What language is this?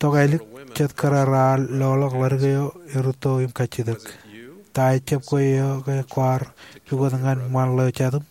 Marshallese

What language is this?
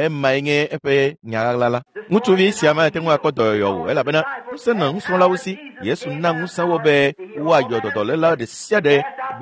Ewe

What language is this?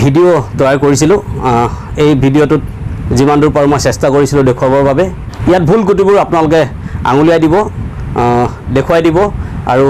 Assamese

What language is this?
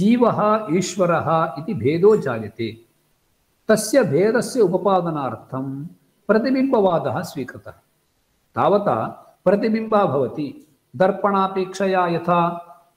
Sanskrit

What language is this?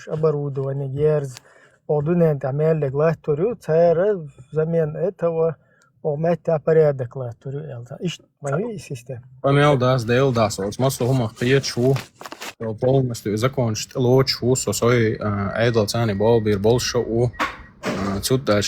Chechen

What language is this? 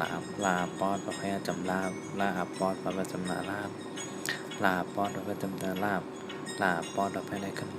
Shan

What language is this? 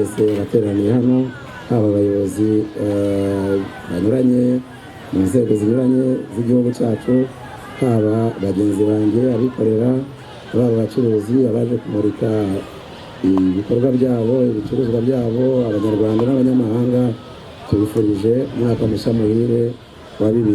Kinyarwanda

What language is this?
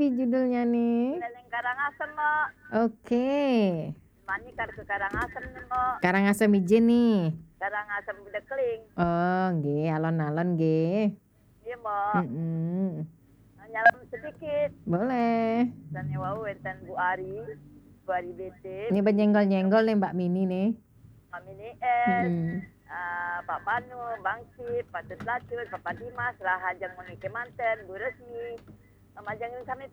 Balinese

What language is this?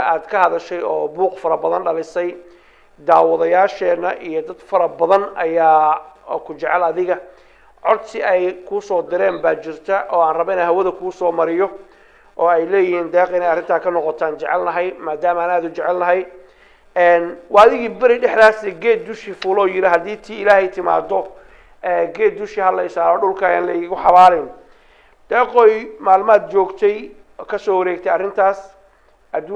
Somali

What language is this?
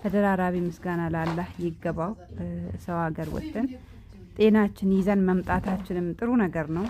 Amharic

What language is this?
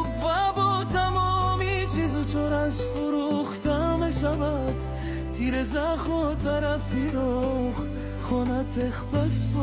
Tajik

